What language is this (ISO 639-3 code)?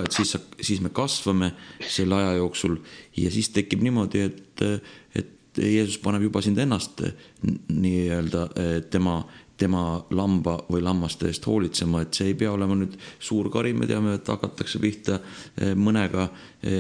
est